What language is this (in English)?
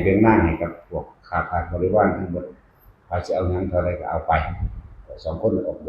Northeastern Thai